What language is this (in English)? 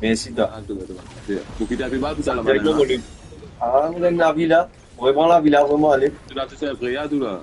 Morisyen